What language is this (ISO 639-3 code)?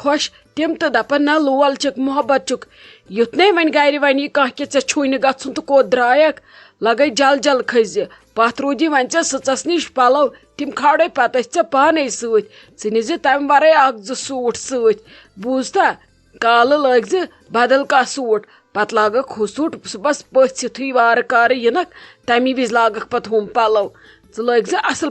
kas